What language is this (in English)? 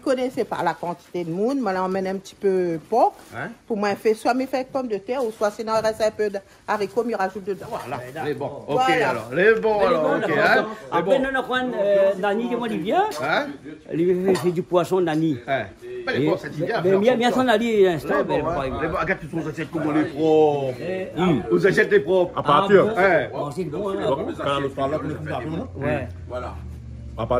Réunion Creole French